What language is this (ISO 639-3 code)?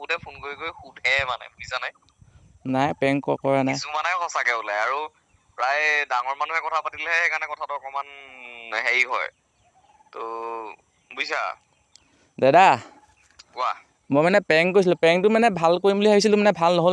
asm